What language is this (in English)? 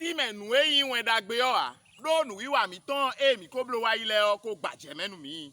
Fon